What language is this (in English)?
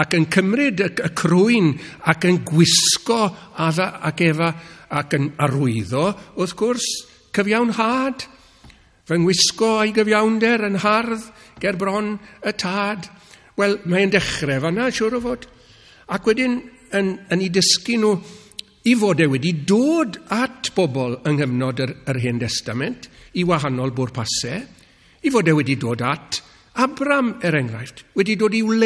Welsh